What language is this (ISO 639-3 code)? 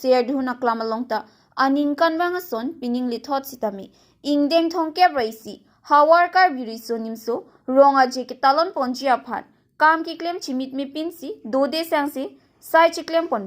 mjw